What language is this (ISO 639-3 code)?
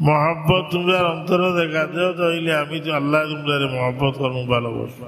syl